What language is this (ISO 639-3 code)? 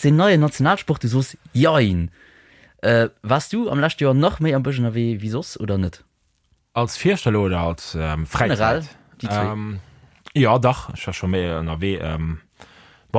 ltz